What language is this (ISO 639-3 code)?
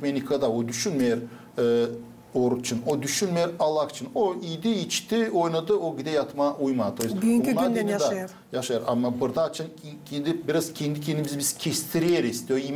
gag